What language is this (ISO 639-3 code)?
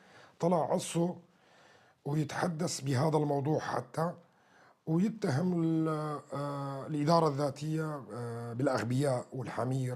apc